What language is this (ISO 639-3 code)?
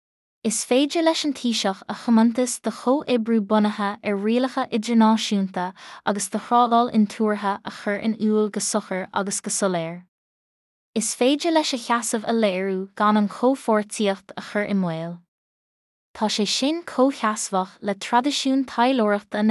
gle